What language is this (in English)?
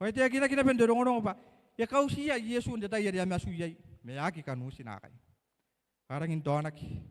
Gilbertese